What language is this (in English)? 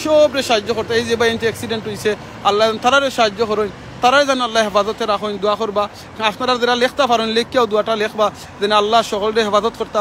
Sylheti